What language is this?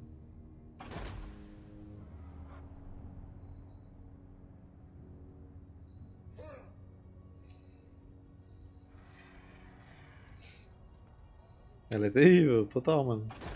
Portuguese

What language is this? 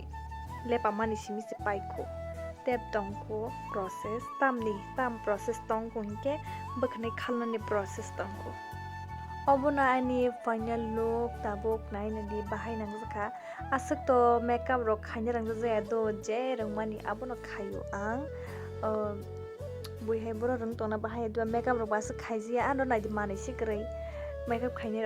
Kok Borok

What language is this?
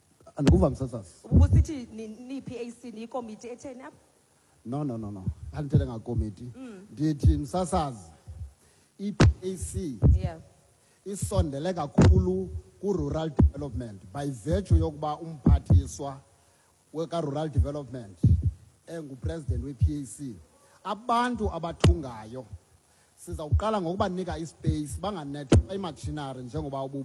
Xhosa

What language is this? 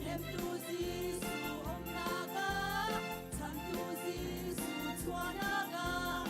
Hakha Chin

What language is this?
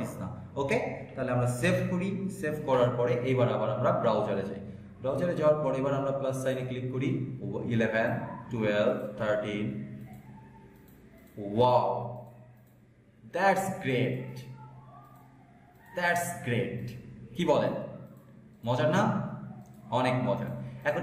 Bangla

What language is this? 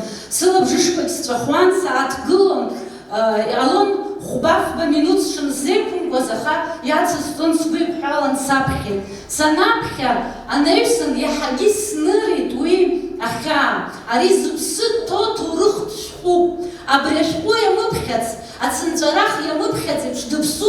Abkhazian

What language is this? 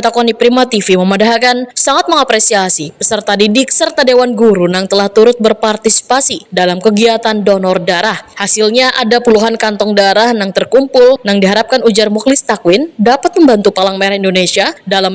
Banjar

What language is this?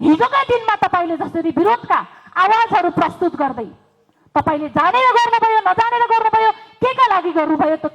Nepali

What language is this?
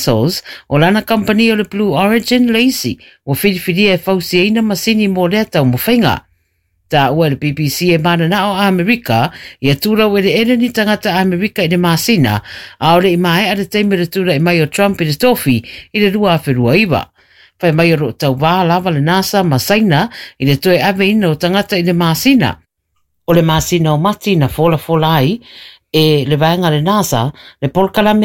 Samoan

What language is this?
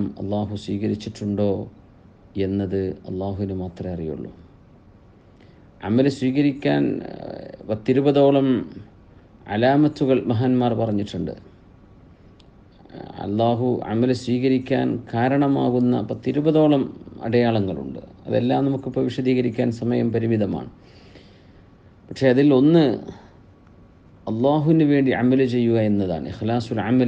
Malayalam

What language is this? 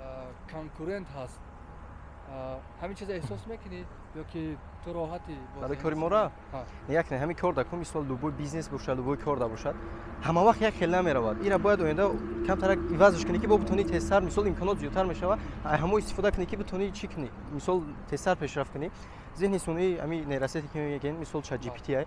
Tajik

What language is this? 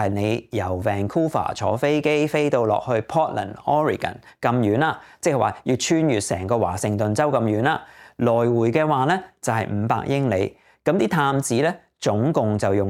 Cantonese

